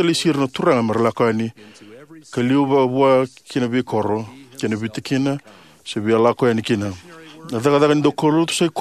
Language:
Fijian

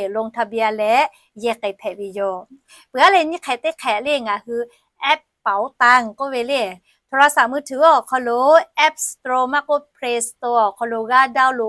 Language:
Lahu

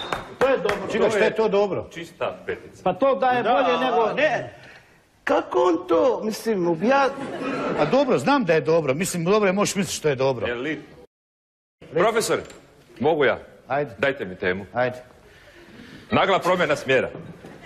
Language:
Croatian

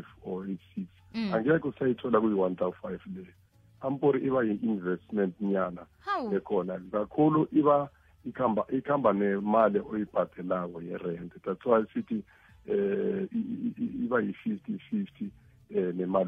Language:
South Ndebele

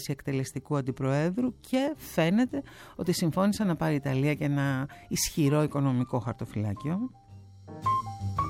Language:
Greek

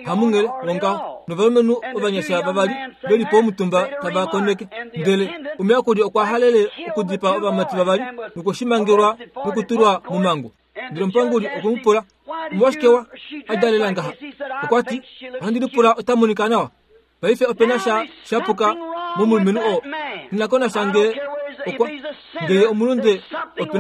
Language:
Kuanyama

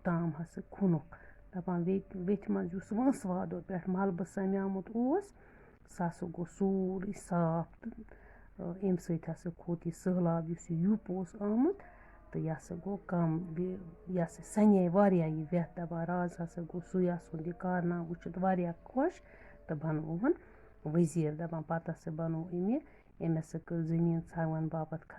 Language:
Kashmiri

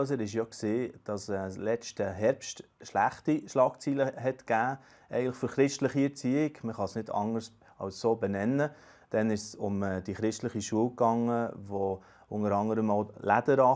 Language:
Swiss German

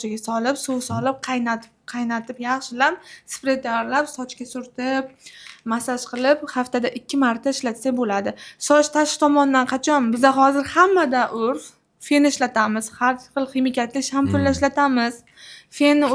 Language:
Uzbek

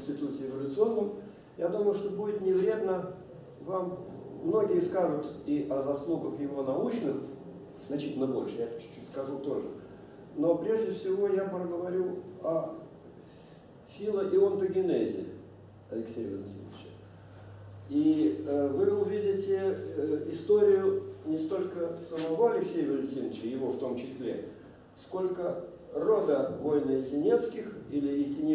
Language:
Russian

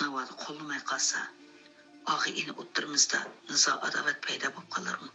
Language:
Uyghur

